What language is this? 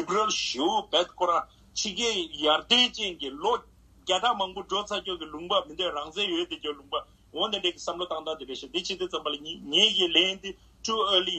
Tibetan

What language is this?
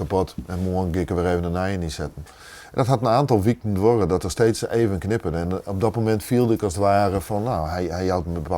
Western Frisian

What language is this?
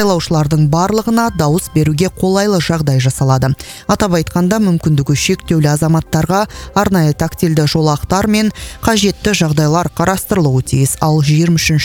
Kazakh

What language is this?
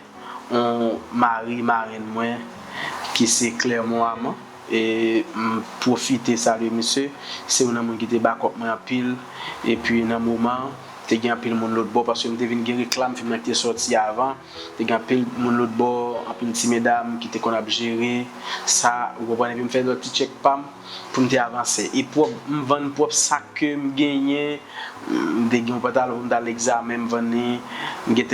Haitian Creole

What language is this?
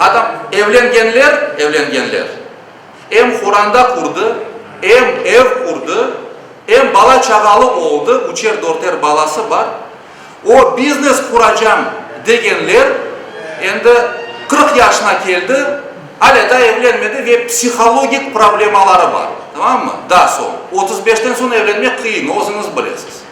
Crimean Tatar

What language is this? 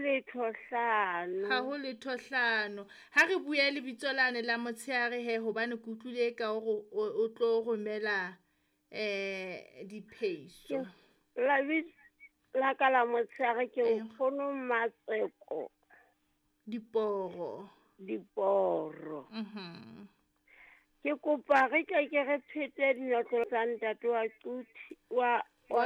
Southern Sotho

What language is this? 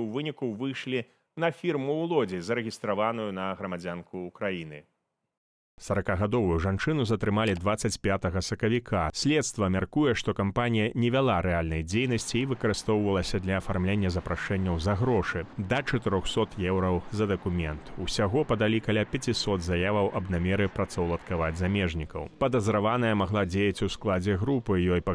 Belarusian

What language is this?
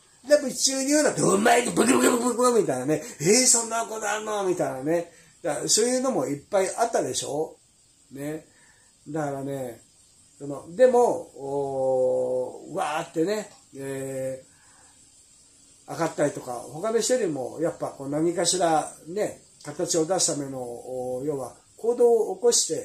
Japanese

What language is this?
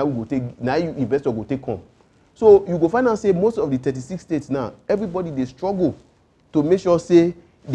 Nigerian Pidgin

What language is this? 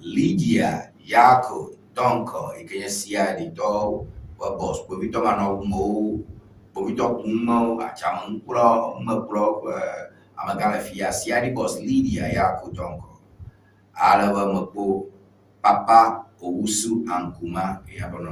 Ewe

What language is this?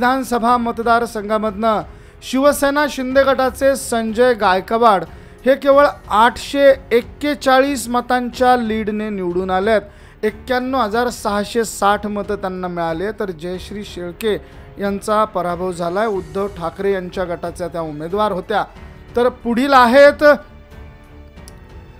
Marathi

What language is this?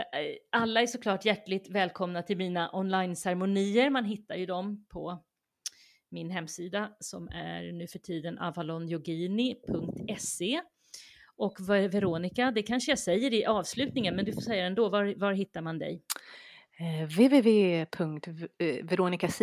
Swedish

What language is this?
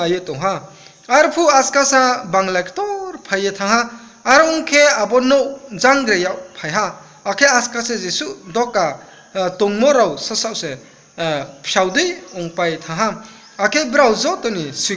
Riang (India)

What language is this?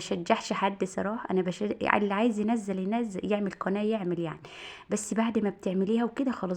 Egyptian Arabic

